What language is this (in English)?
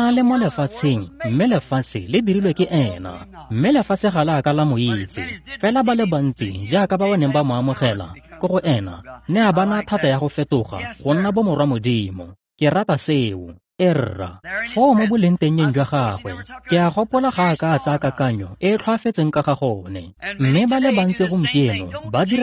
Tswana